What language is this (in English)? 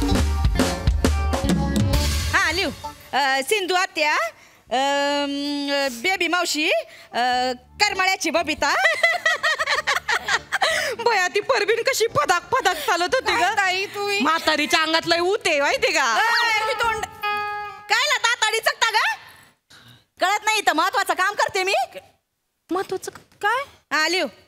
Marathi